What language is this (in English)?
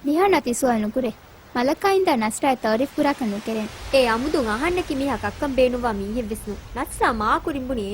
Divehi